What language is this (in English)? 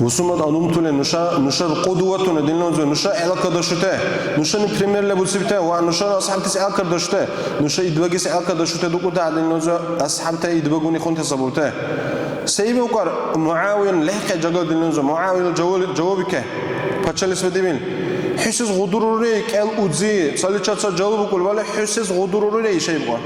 Dargwa